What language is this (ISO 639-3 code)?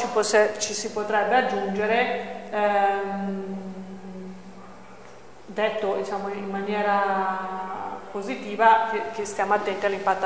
ita